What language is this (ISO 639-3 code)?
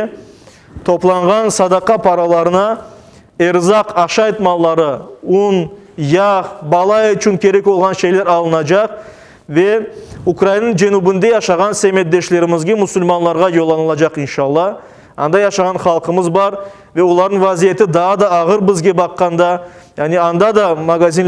crh